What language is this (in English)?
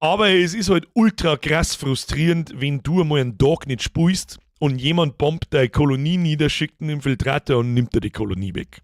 Bavarian